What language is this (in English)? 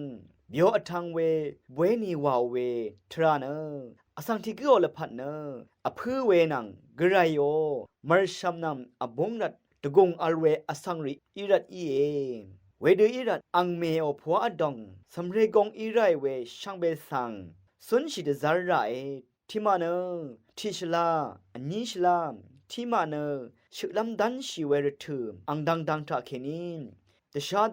Rawang